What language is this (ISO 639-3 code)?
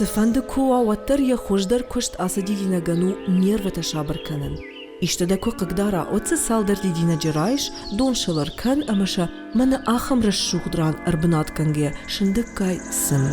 oss